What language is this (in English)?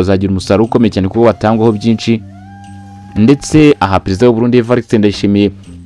Kinyarwanda